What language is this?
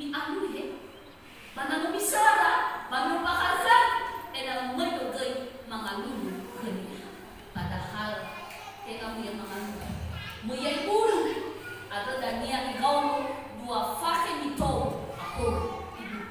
Nias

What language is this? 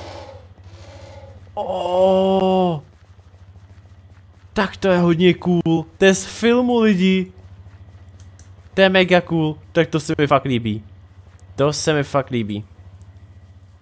Czech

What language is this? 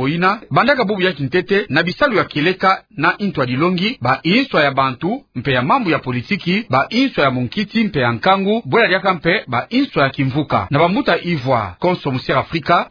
Kituba (Democratic Republic of Congo)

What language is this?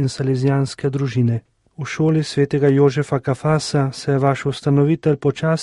Slovenian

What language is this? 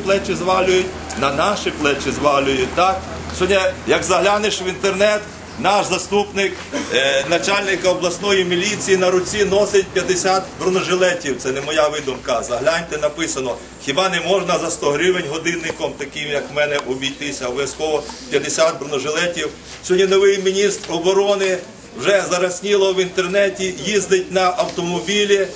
Ukrainian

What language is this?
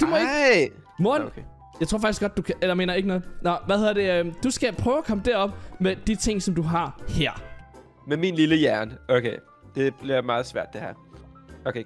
Danish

